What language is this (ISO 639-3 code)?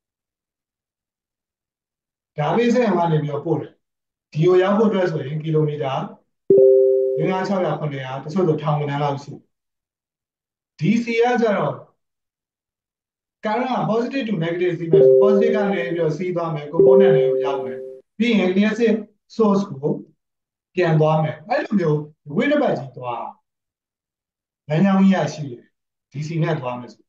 mya